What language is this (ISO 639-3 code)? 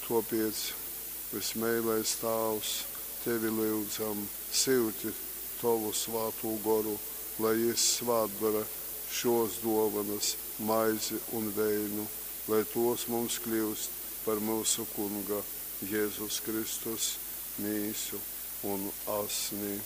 ltg